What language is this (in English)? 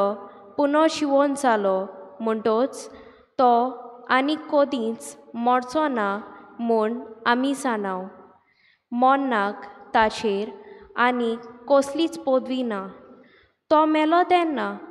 Konkani